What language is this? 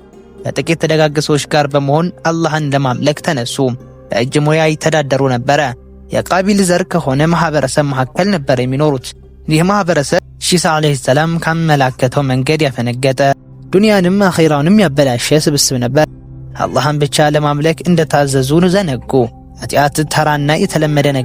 Amharic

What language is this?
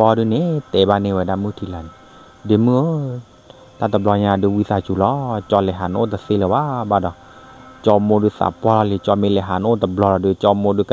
S'gaw Karen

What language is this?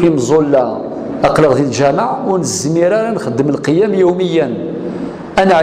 Kabyle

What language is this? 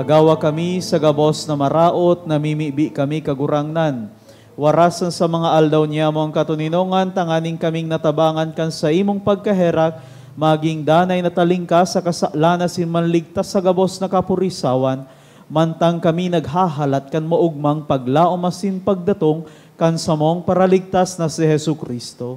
Bikol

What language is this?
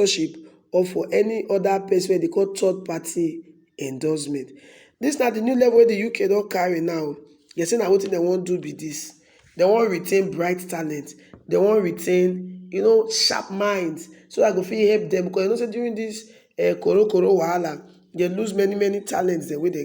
Nigerian Pidgin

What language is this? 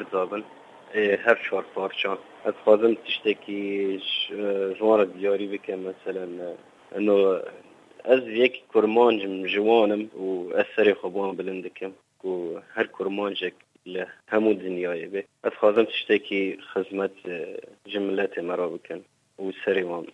Kurdish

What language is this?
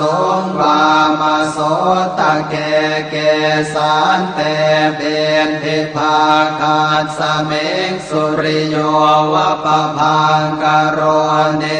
Pali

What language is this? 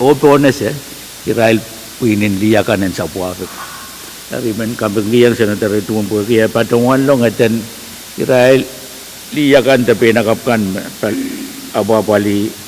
Pohnpeian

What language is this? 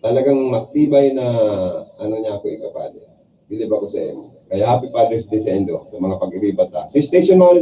Bikol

